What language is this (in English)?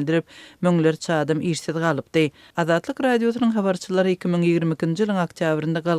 Turkmen